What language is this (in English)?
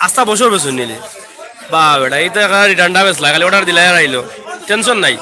Sylheti